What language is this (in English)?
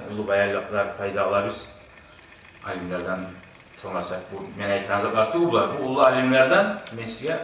Kumyk